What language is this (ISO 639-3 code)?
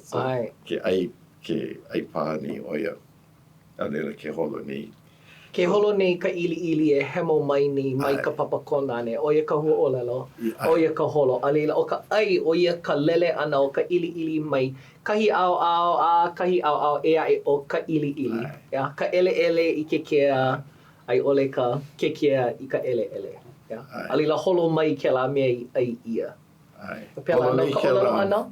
haw